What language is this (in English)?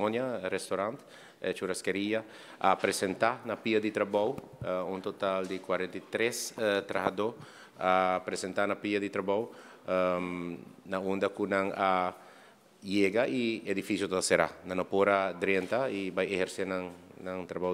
Papiamento